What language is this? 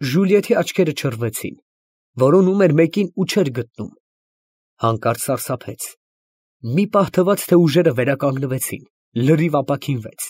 Armenian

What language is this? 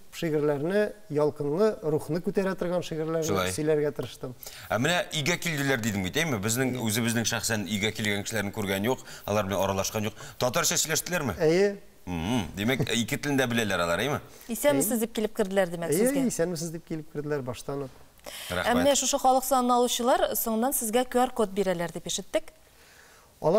Tatar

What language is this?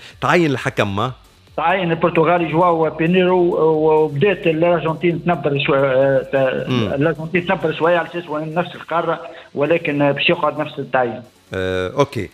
Tunisian Arabic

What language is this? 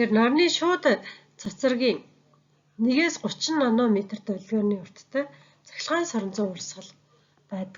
Mongolian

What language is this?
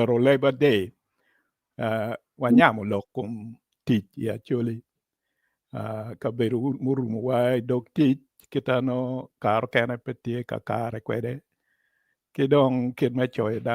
Acoli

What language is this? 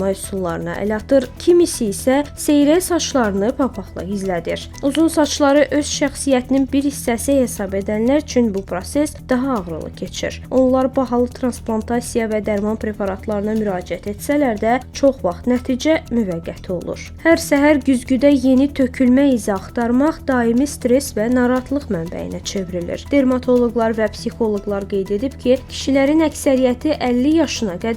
Azerbaijani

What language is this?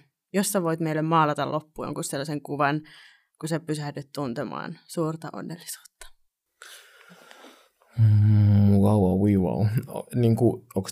Finnish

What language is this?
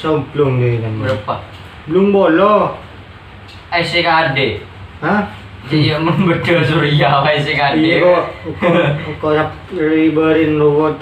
Madurese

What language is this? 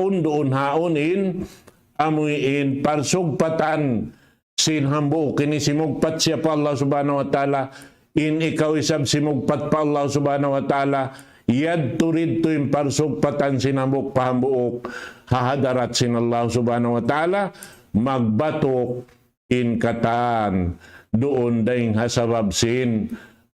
Tausug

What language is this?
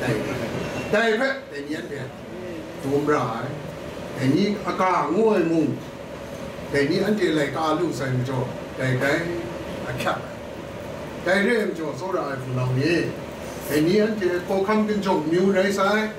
Kachin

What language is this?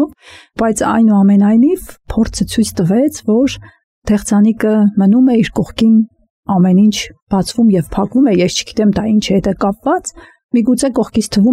Armenian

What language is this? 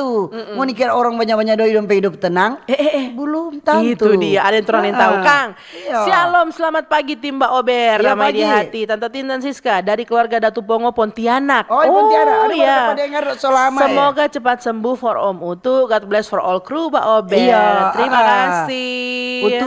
Manado Malay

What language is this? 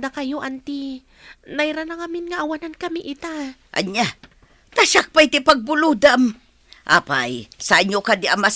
Iloko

